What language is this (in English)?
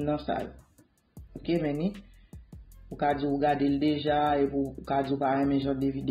Haitian Creole